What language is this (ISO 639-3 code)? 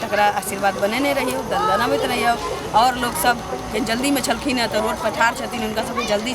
mai